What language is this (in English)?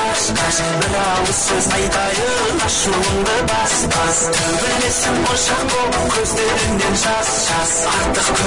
Kara-Kalpak